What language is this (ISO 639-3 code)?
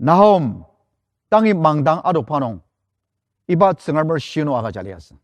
njo